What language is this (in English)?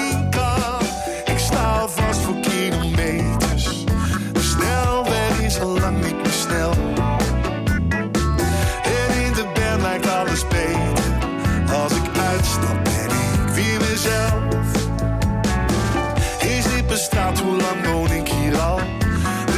Dutch